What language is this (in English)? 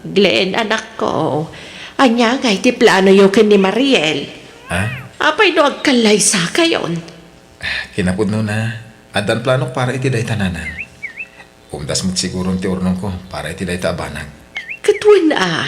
Iloko